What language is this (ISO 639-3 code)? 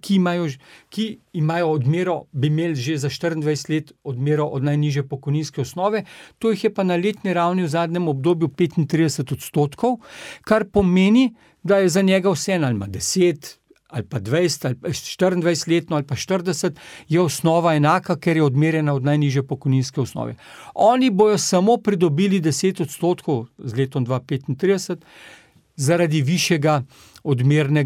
slv